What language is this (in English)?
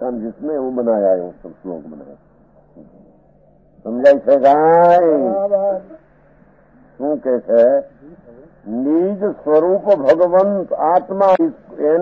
Gujarati